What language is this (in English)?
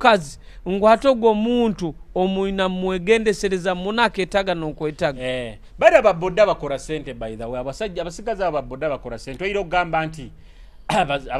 Nyoro